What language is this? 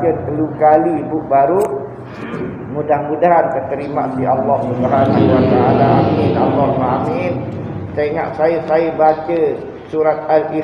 Sasak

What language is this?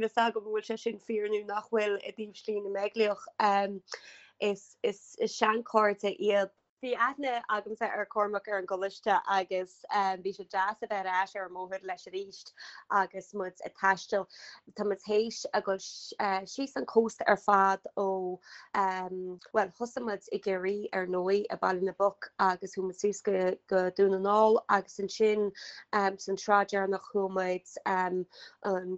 Irish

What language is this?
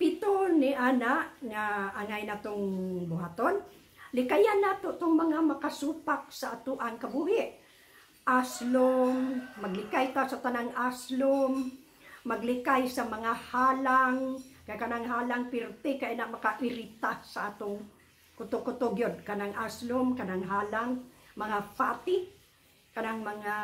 Cebuano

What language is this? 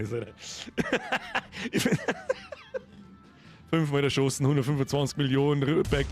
Bavarian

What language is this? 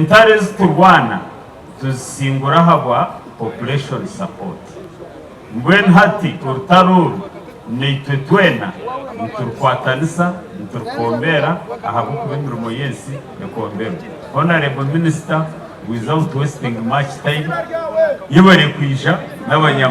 Nyankole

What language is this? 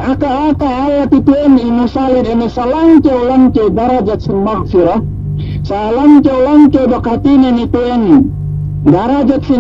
Yakan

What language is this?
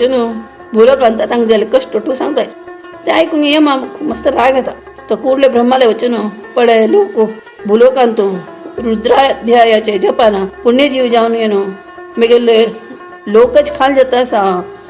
Konkani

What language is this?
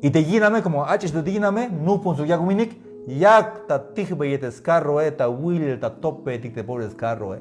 Tzeltal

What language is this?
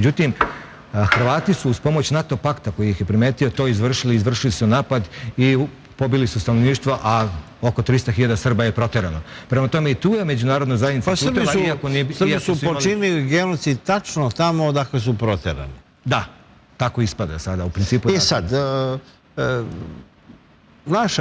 Serbian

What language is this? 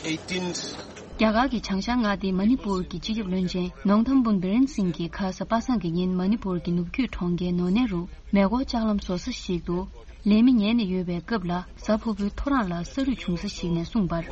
Tibetan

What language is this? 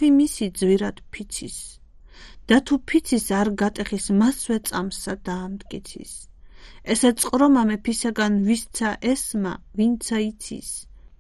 Georgian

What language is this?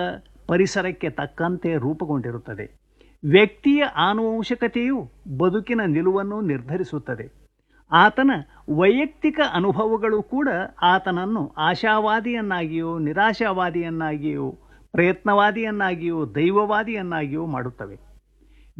Kannada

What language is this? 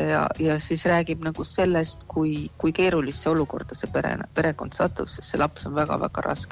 Estonian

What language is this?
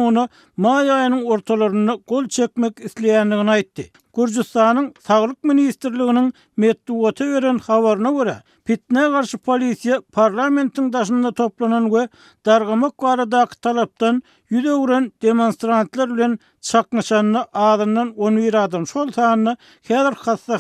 Turkmen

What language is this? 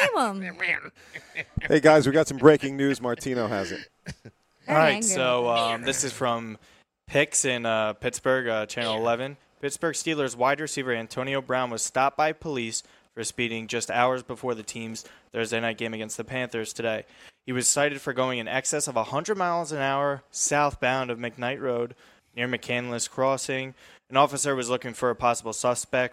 English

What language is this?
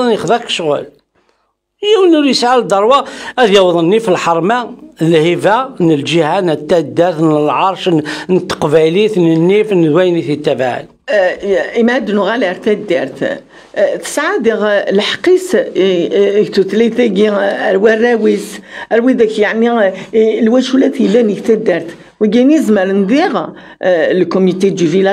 Kabyle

